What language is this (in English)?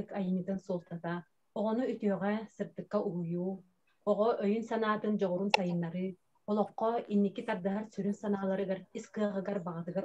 Yakut